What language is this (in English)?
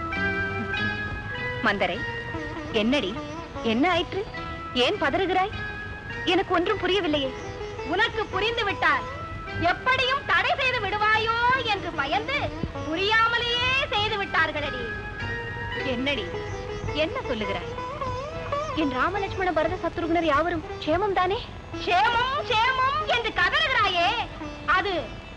Tamil